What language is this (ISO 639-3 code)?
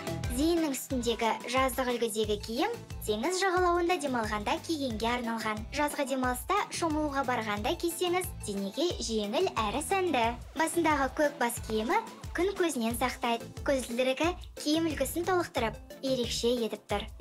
kaz